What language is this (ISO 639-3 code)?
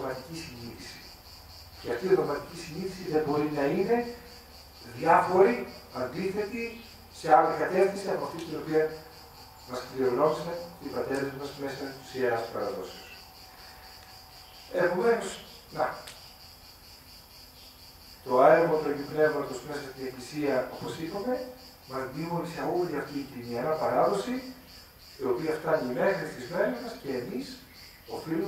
ell